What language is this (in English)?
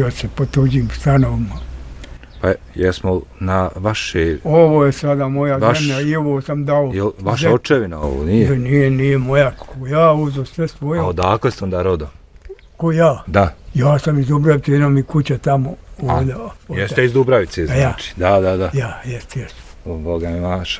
Bosnian